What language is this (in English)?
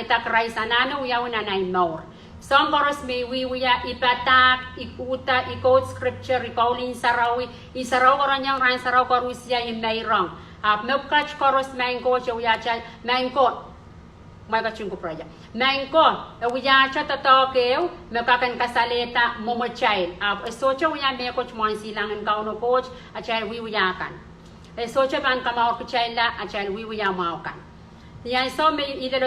Pohnpeian